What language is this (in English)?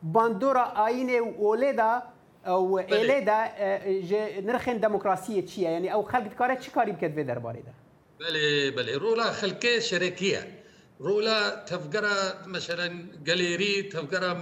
Kurdish